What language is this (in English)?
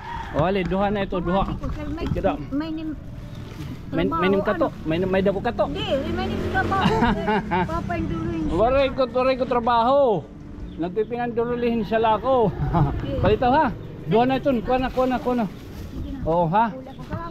Waray